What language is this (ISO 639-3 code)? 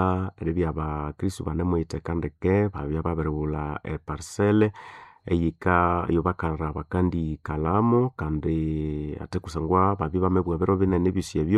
nnb